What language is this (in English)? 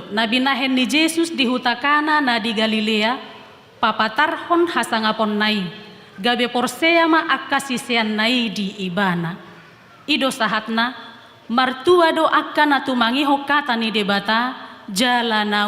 Batak Toba